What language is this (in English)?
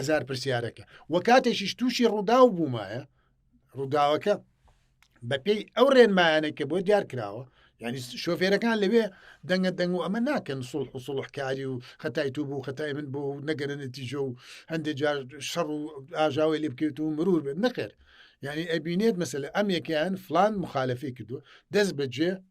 Central Kurdish